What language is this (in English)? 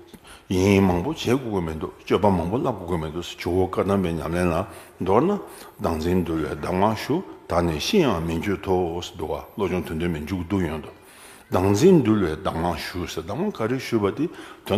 Tibetan